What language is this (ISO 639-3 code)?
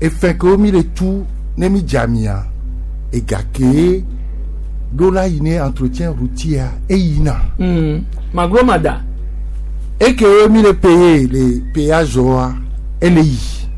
gej